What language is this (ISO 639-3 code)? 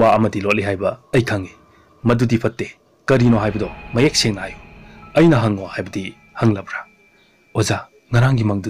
mni